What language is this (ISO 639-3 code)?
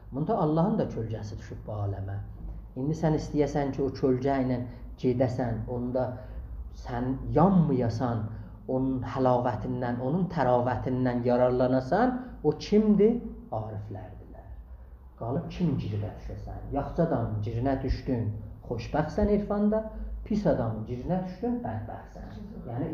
azb